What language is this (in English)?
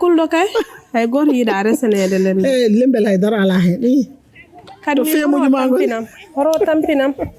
Fula